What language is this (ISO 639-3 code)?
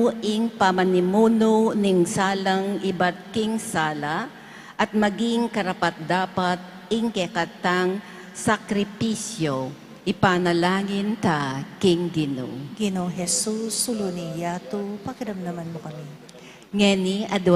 pam